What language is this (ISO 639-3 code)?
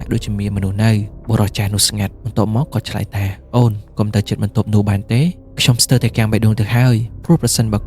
khm